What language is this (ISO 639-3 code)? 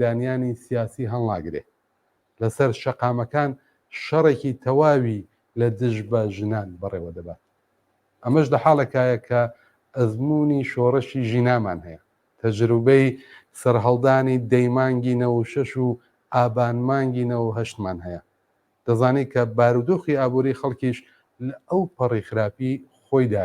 ckb